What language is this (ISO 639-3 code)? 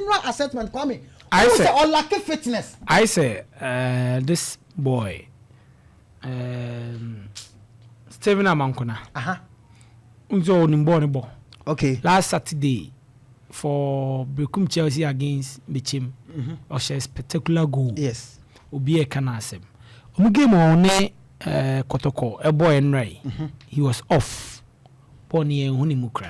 aka